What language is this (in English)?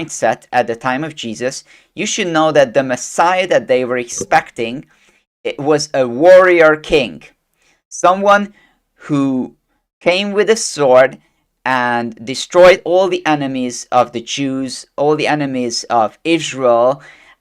English